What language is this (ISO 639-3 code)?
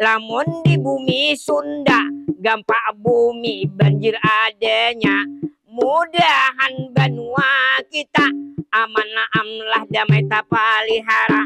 bjn